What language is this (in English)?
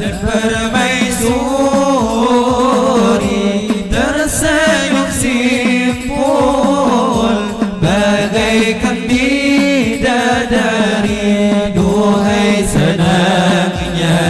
Banjar